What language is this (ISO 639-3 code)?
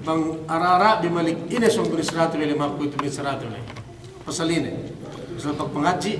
yka